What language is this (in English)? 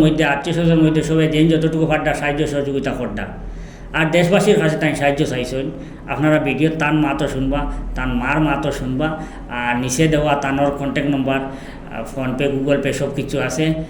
Sylheti